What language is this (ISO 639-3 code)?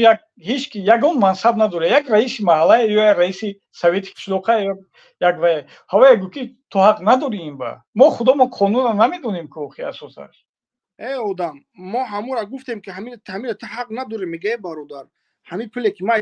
tgk